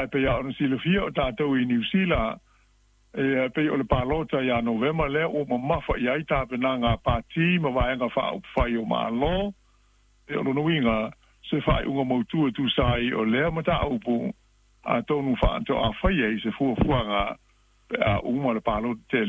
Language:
Samoan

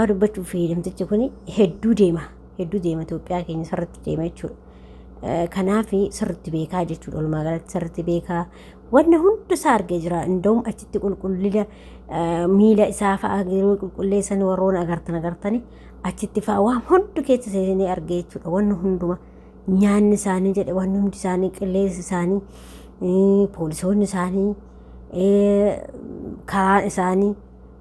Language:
Oromo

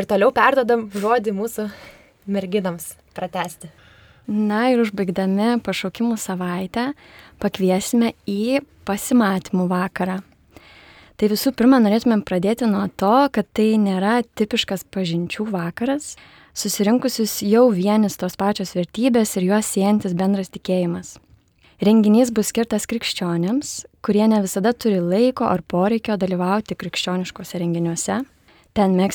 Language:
Lithuanian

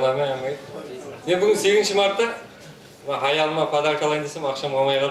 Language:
Kara-Kalpak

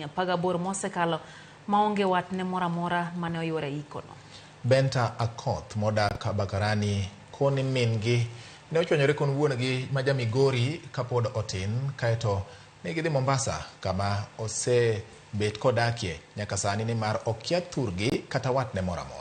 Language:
Luo (Kenya and Tanzania)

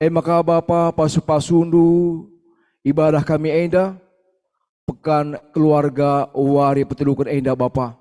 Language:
Batak Karo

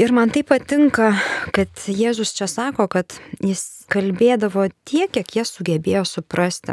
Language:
Lithuanian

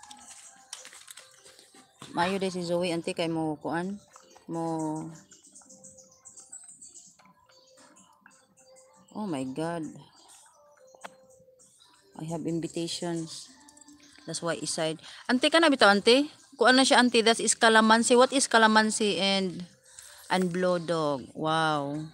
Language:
Cebuano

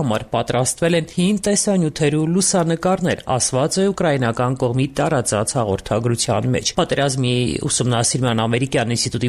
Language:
Armenian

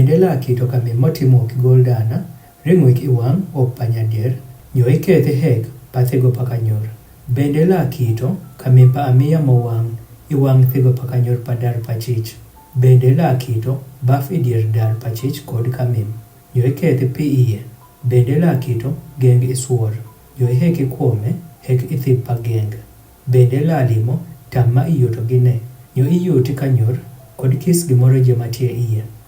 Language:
Adhola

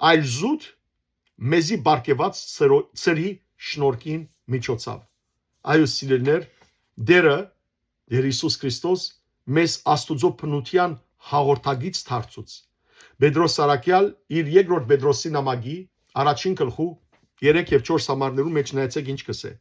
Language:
Western Armenian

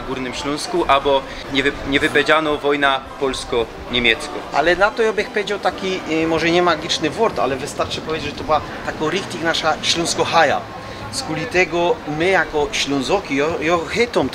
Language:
Silesian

